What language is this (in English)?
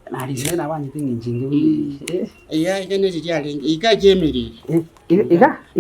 Gusii